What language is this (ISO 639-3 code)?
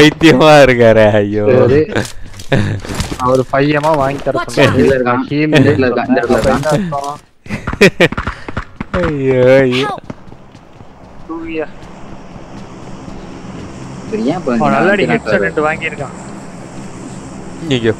tam